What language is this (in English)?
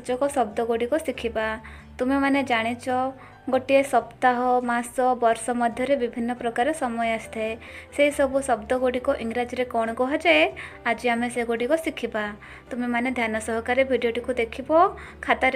Odia